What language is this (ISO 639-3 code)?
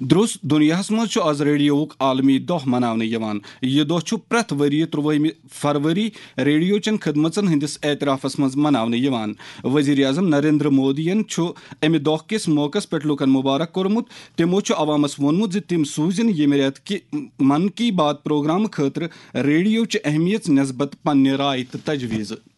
kas